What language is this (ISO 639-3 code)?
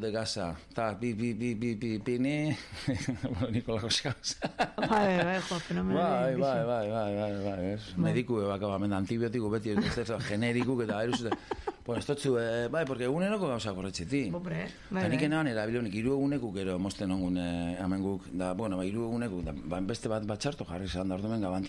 eus